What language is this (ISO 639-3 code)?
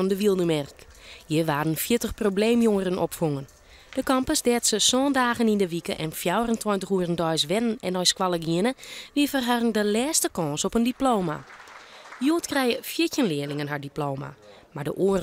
fry